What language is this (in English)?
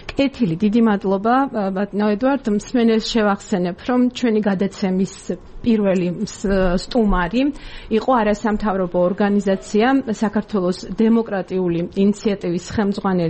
Georgian